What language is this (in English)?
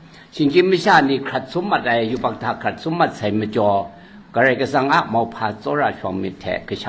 Kachin